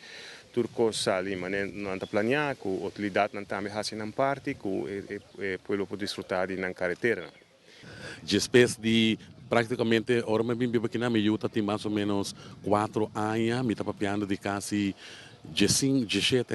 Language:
Papiamento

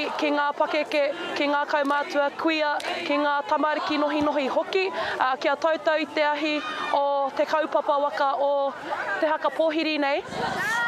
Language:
Māori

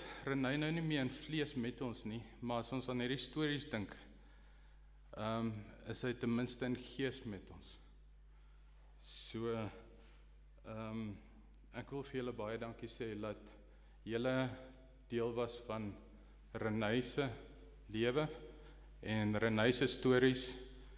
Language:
Afrikaans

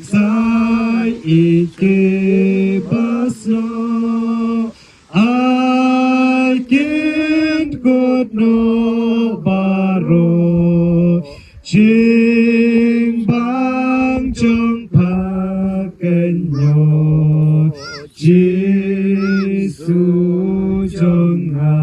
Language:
Khasi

